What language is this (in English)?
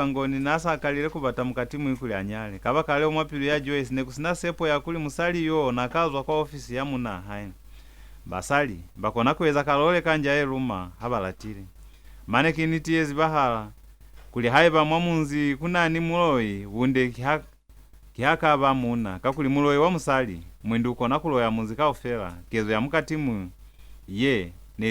Lozi